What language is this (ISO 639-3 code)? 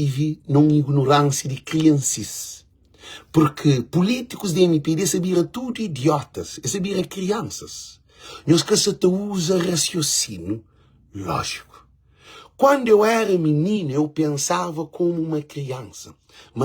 kea